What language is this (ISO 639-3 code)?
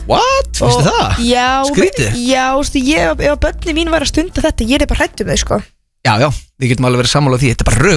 isl